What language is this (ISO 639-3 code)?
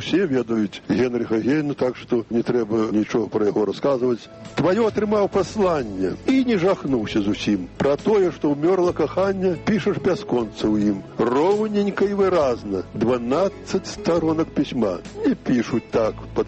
bel